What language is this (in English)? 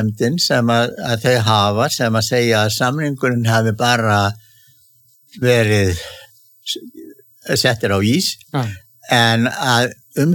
Icelandic